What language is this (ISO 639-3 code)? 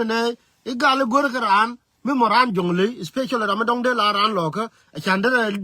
nus